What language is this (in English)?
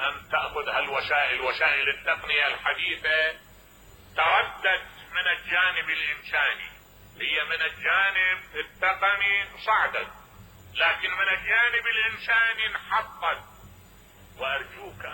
Mesopotamian Arabic